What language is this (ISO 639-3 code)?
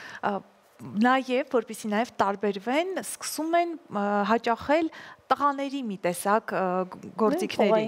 hye